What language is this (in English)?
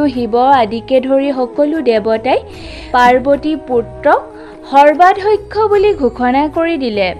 Assamese